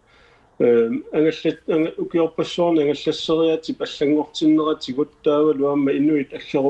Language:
Kalaallisut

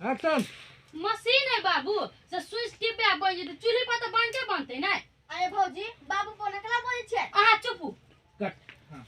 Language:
Maithili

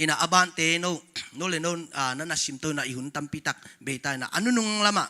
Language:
Tedim Chin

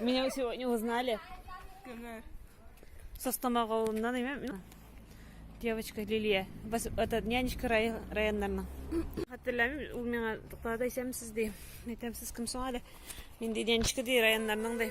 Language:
Tatar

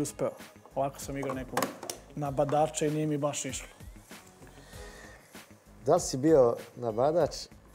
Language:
Serbian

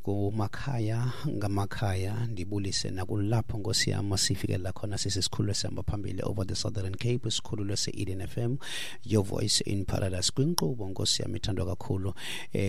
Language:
Xhosa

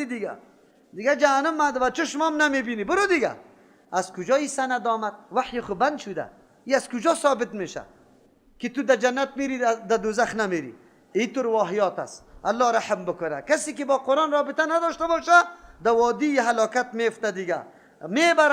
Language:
Persian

